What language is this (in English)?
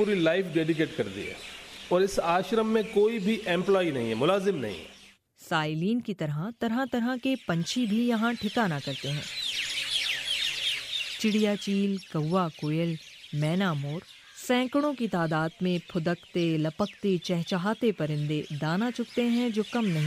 Urdu